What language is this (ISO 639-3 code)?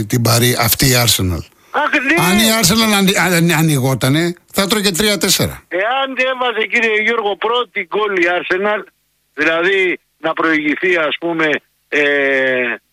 ell